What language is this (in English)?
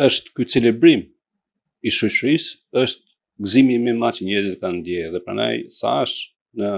Albanian